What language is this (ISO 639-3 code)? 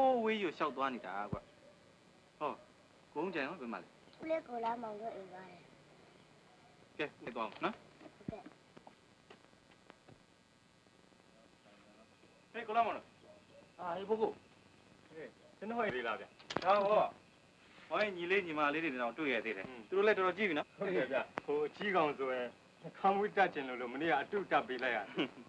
mya